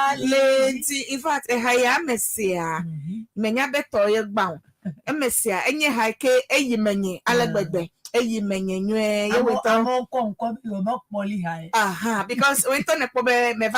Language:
Ewe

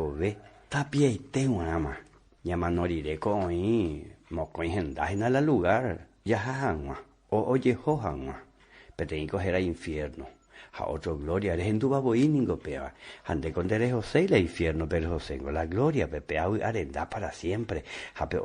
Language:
Guarani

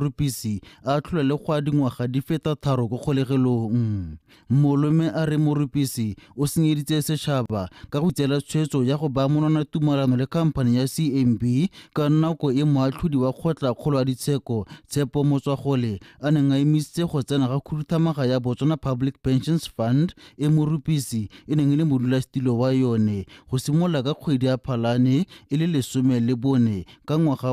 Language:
Tswana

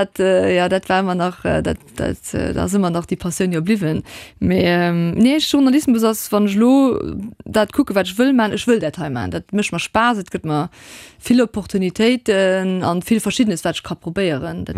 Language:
Luxembourgish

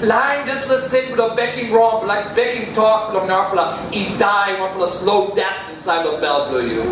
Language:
Tok Pisin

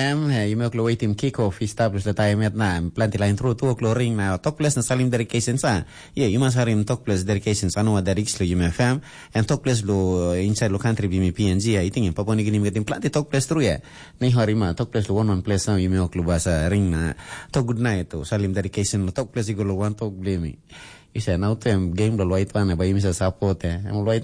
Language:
Tok Pisin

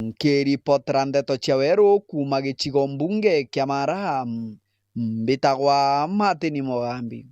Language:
Meru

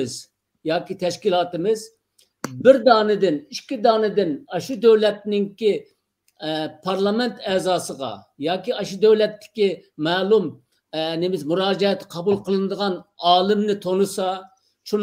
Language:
Uyghur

